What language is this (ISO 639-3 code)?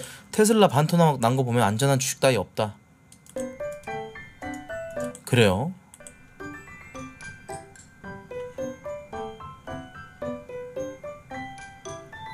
kor